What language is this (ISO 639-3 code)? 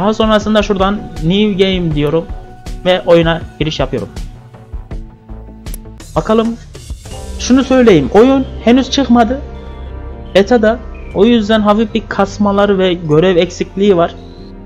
tur